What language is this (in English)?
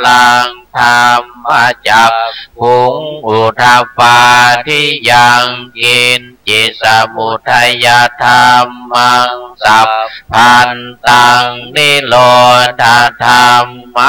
Pali